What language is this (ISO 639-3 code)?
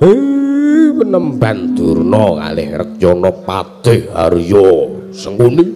jav